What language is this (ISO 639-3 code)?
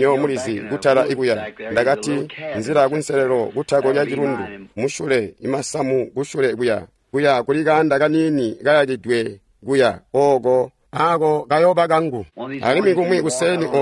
toi